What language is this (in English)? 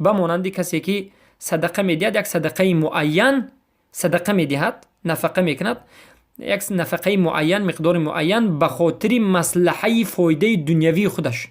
Persian